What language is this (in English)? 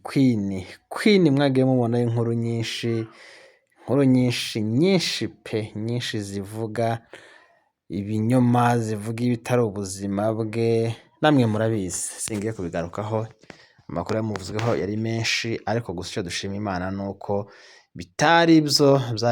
Kinyarwanda